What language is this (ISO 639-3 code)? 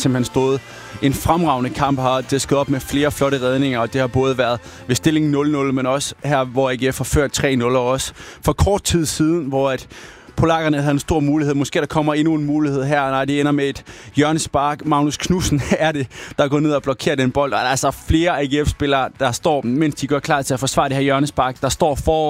dan